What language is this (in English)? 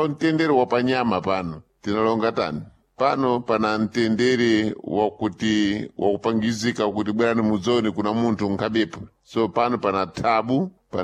Sena